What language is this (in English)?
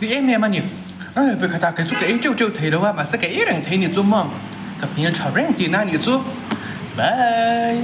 Mizo